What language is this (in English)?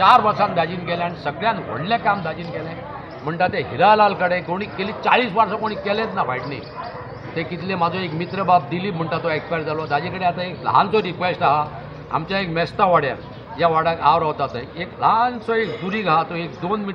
Konkani